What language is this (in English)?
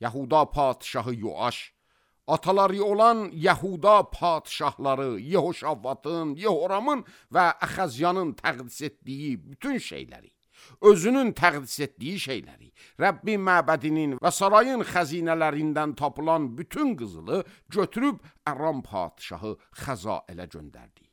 Azerbaijani